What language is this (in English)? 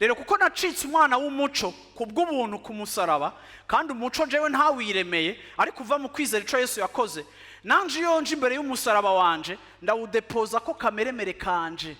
Rundi